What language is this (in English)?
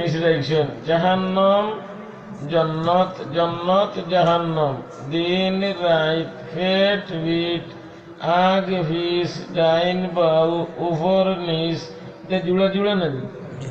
Sylheti